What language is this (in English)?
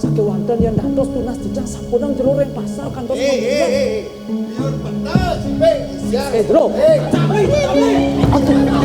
Balinese